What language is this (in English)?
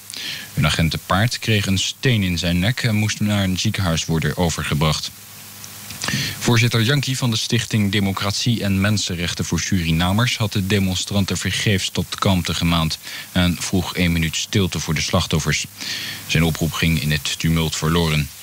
Dutch